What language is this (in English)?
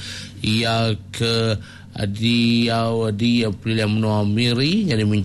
Iban